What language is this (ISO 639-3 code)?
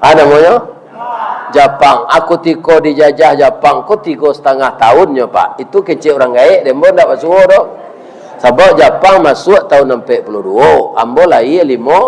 min